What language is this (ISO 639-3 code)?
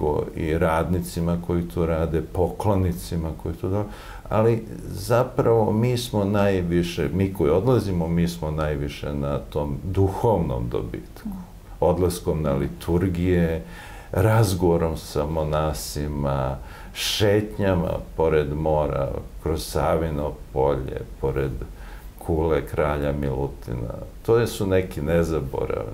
srp